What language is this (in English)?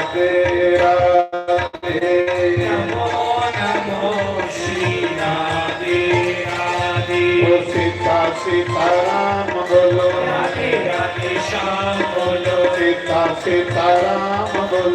Dogri